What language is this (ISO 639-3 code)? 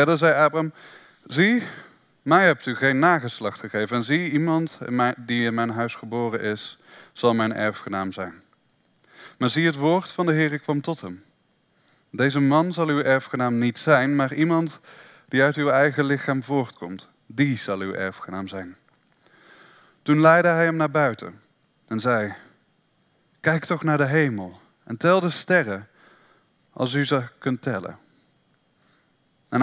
nld